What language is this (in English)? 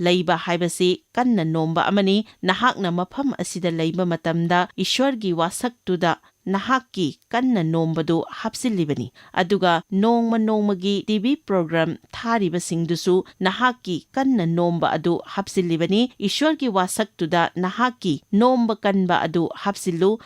Manipuri